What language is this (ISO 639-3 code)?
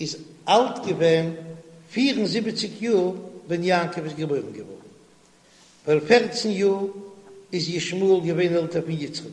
yid